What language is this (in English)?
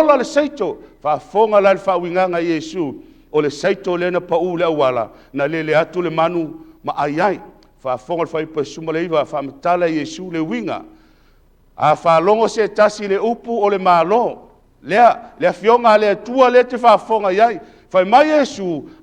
Samoan